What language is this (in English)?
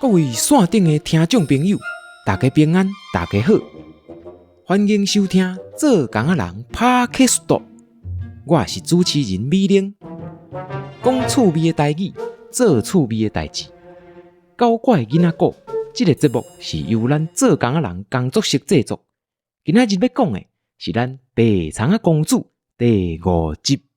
Min Nan Chinese